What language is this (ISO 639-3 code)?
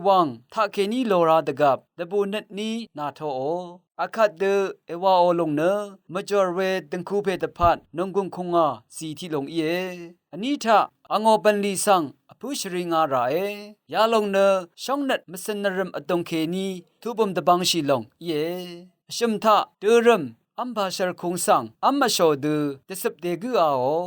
raw